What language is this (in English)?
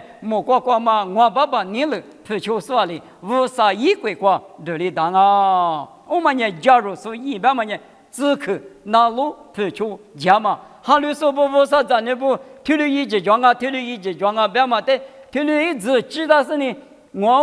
Lisu